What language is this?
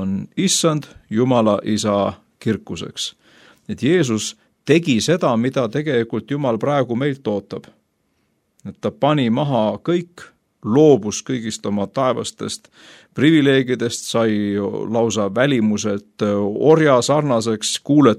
Estonian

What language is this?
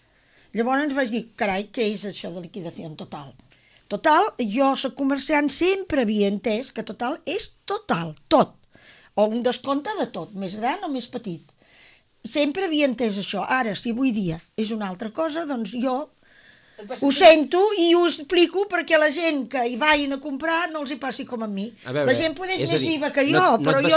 Catalan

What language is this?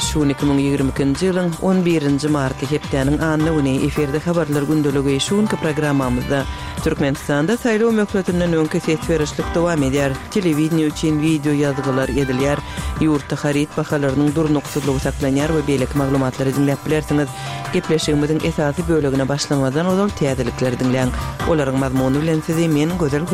Turkmen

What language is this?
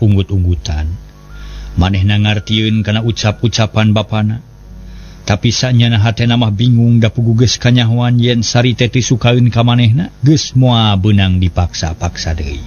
Sundanese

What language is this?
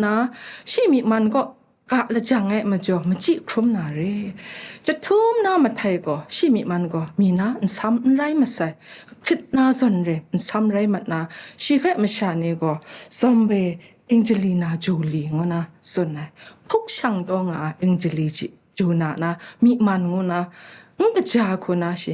Kachin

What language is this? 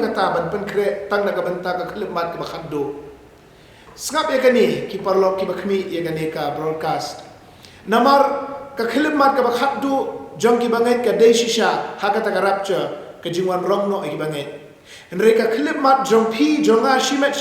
Khasi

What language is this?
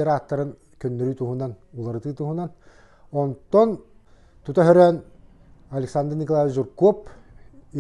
Yakut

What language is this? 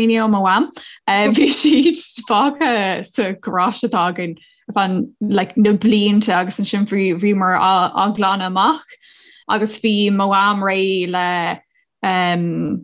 Irish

